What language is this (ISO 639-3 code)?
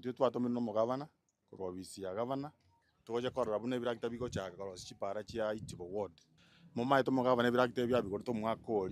guz